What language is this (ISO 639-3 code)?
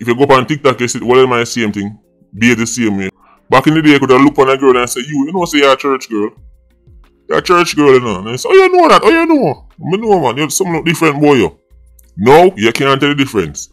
jam